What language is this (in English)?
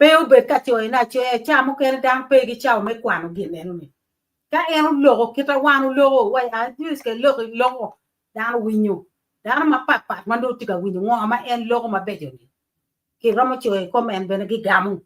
Acoli